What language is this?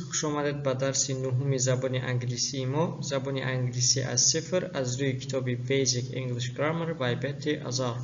Tajik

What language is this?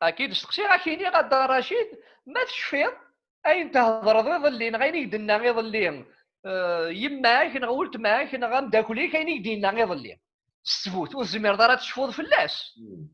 Kabyle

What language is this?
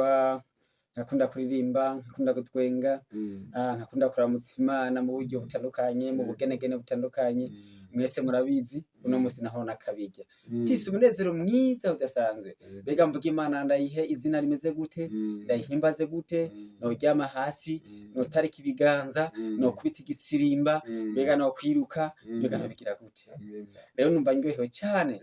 Rundi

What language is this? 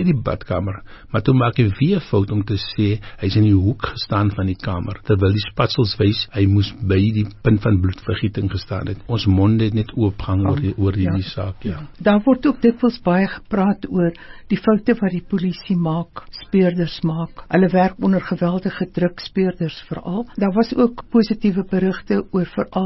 Afrikaans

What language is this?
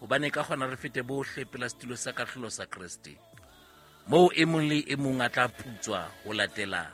Southern Sotho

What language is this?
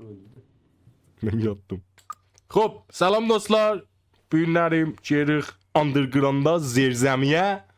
South Azerbaijani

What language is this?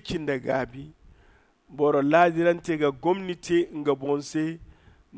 Zarma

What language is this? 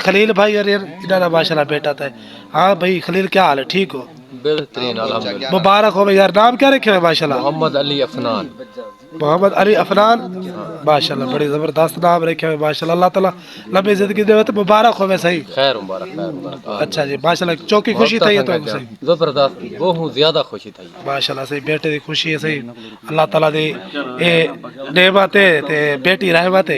Saraiki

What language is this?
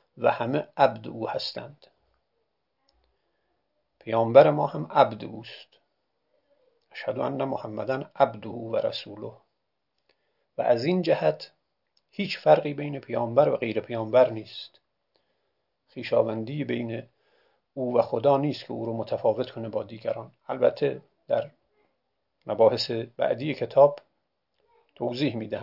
Persian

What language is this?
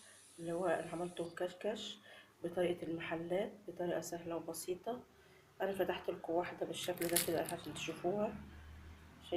Egyptian Arabic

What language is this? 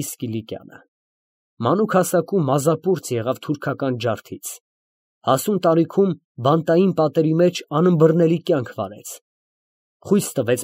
Armenian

